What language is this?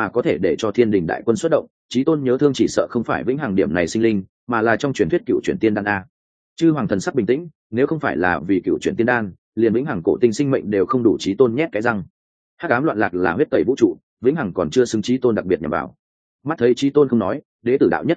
Vietnamese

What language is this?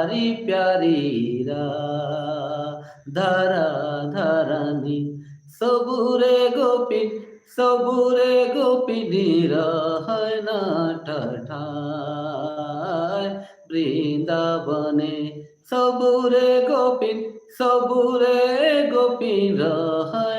Sadri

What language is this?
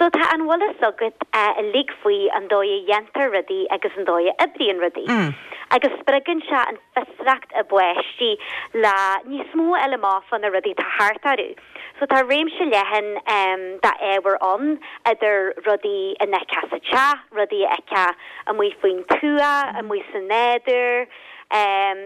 Irish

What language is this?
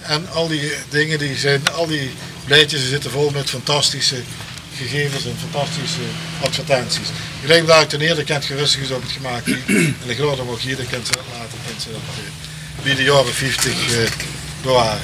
Limburgish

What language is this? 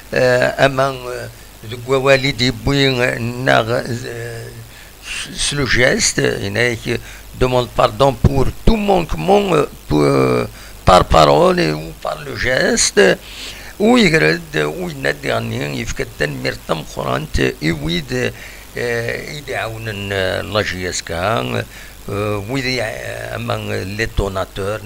Kabyle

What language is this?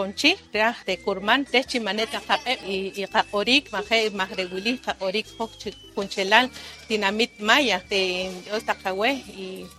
Poqomchi'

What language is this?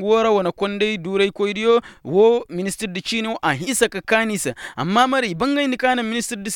Koyraboro Senni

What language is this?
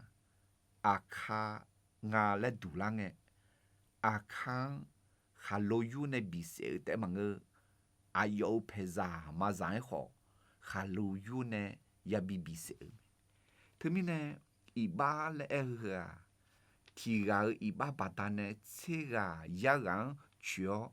Akha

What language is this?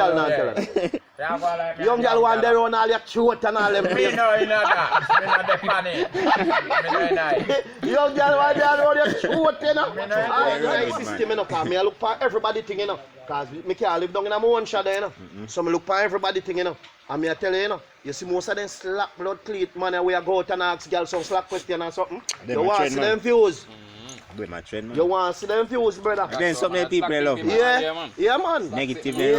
Jamaican Creole English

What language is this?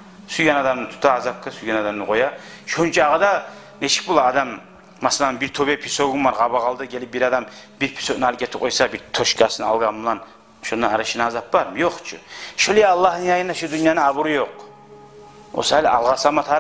Kumyk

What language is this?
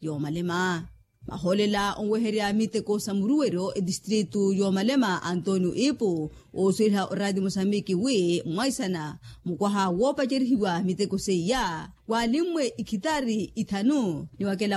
Makhuwa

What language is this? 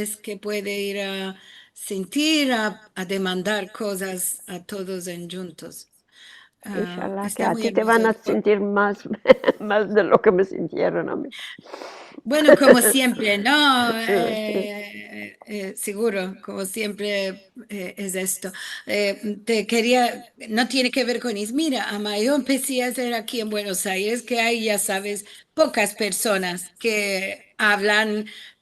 Ladino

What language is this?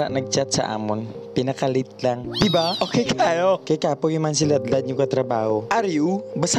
Hiligaynon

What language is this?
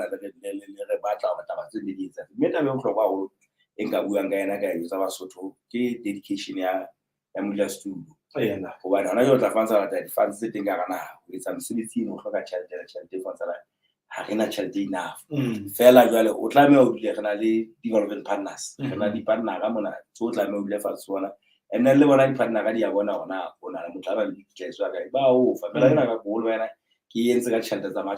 Southern Sotho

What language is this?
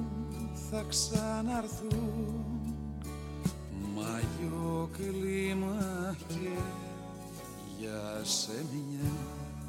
Greek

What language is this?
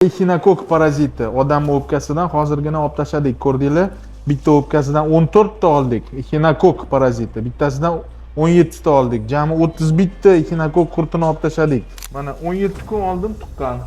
Uzbek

